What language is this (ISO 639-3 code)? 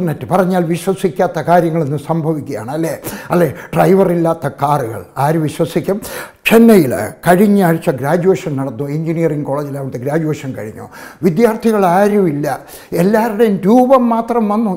mal